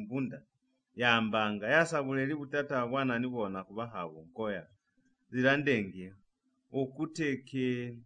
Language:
Lozi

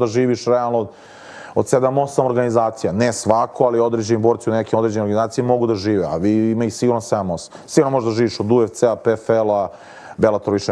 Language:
Serbian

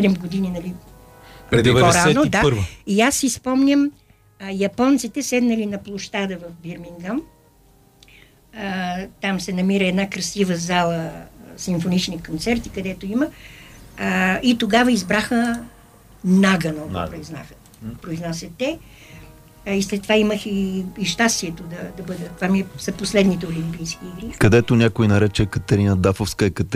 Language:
Bulgarian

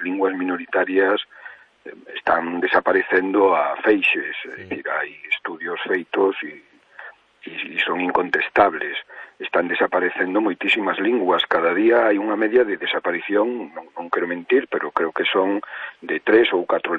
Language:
Galician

